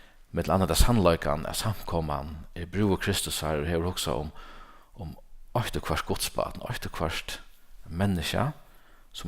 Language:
Faroese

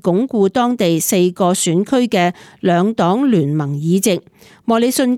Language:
Cantonese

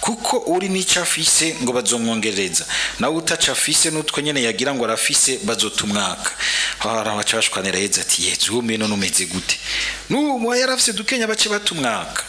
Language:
Rundi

